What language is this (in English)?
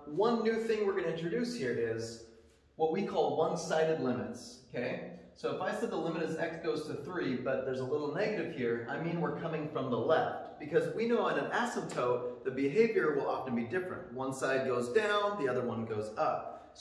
English